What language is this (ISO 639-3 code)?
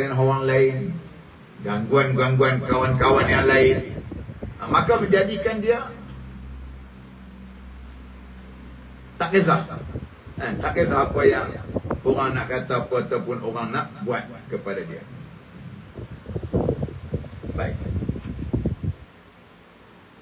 msa